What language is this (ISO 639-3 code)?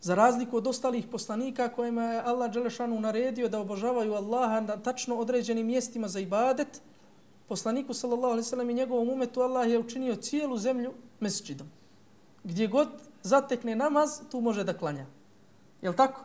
bos